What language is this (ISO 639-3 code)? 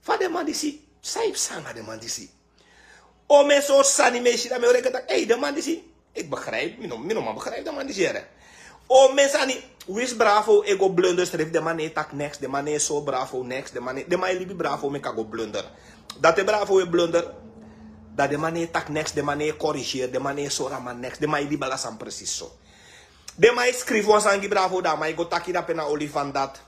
srn